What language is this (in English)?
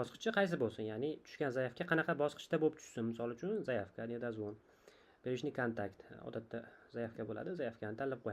Uzbek